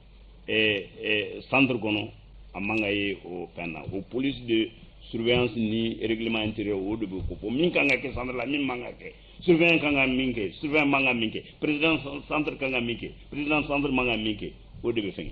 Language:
Bambara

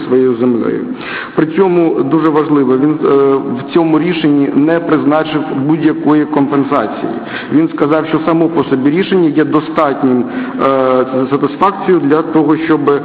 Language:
Ukrainian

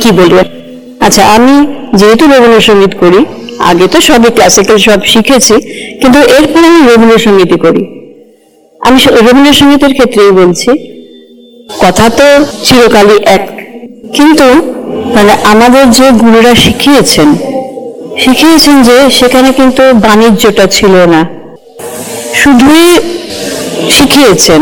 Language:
Bangla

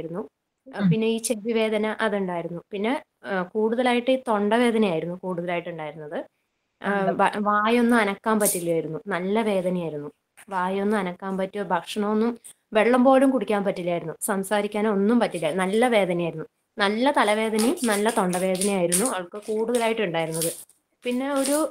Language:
Malayalam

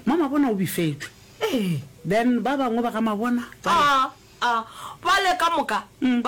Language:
Northern Sotho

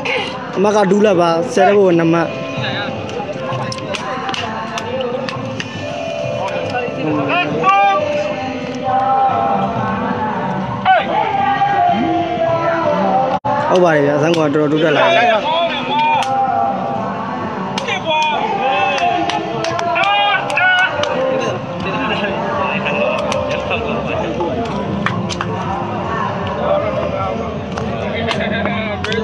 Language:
Burmese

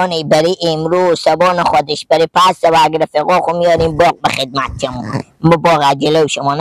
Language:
Persian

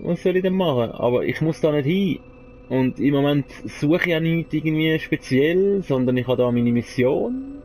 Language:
Swiss German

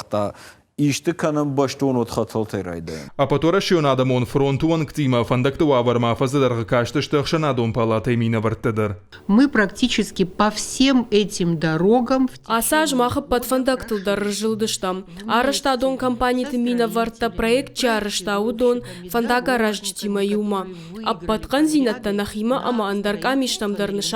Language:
Ossetic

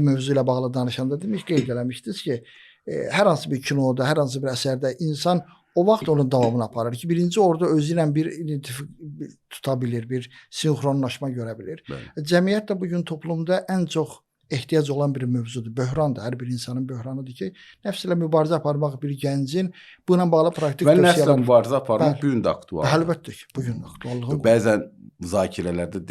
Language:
Azerbaijani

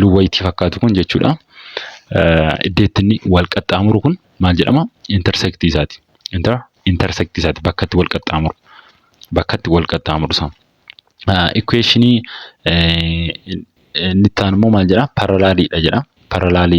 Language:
Oromo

